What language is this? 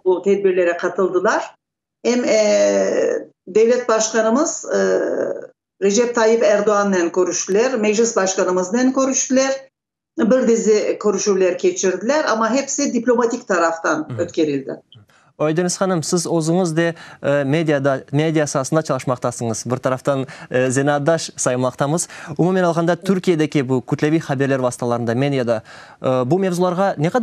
Crimean Tatar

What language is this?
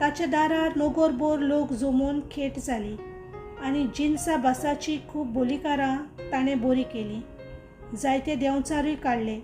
Konkani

